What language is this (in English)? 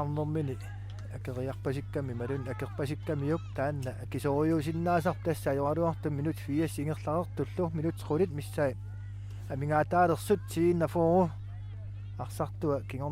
Kalaallisut